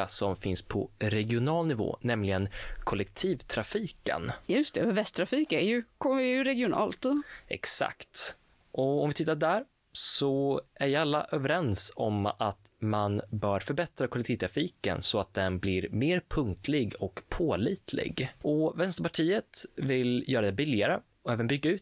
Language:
Swedish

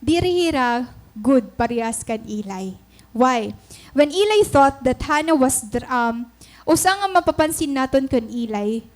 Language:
Waray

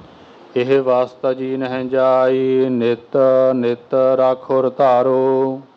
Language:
Punjabi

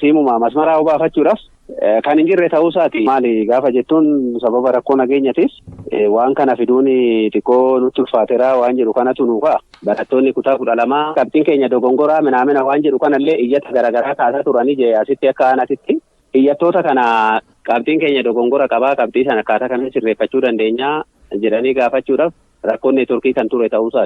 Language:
Oromo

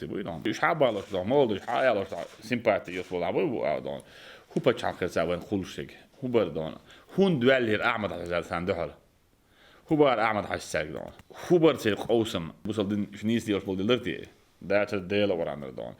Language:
Chechen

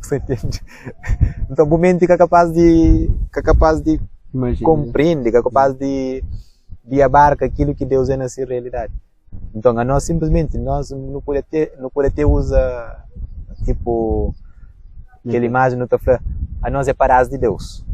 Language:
Kabuverdianu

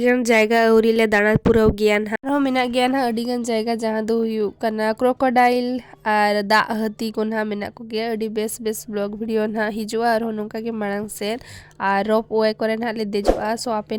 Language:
Santali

